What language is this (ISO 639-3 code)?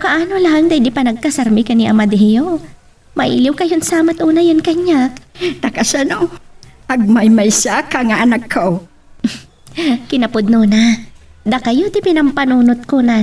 ilo